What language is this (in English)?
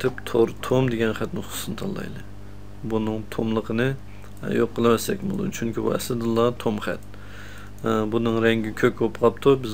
Uyghur